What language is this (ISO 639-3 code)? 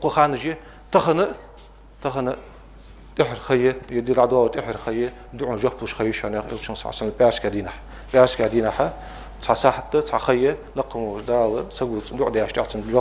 inh